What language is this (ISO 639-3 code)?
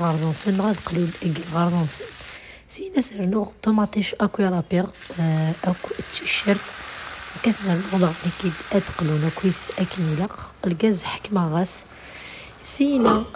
kab